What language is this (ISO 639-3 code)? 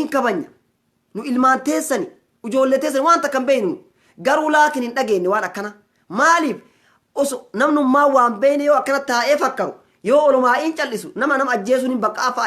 orm